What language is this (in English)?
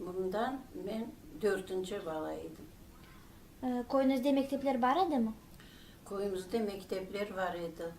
Crimean Tatar